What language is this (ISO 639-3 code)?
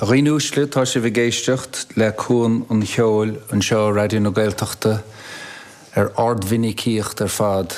gle